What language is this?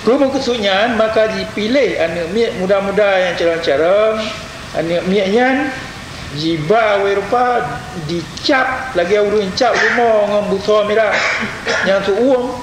Achinese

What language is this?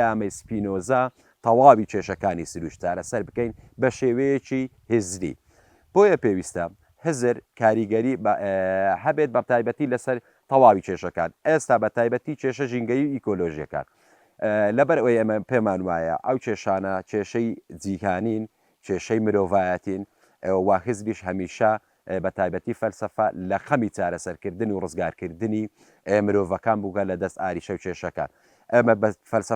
Central Kurdish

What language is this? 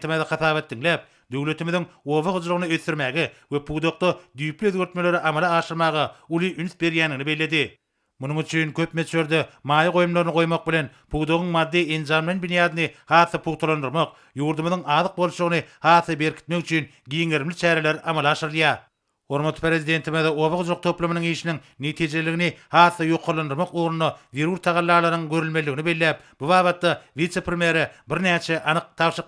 Turkmen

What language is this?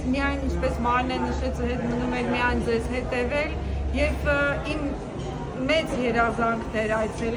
Western Armenian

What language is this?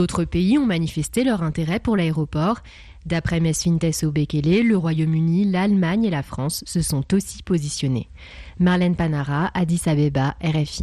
French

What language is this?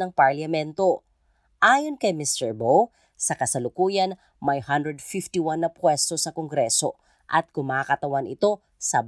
Filipino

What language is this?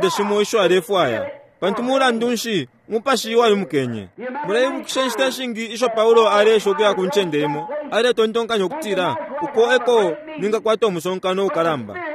Bemba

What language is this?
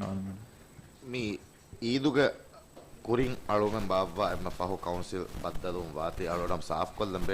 Divehi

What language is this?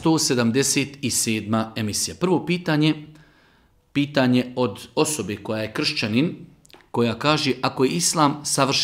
Bosnian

